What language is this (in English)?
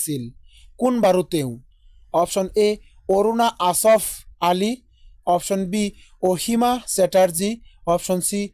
Assamese